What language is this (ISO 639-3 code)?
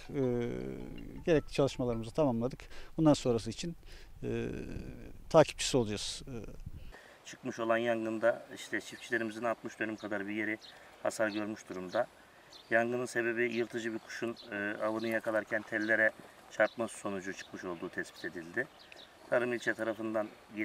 tur